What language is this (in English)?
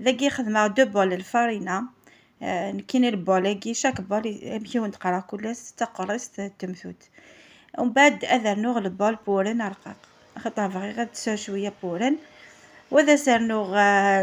Kabyle